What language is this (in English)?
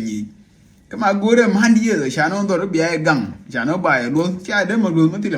Nuer